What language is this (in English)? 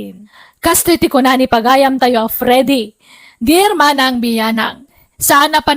Iloko